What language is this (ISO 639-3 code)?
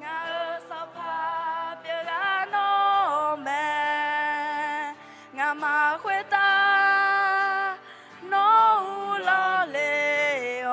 ahk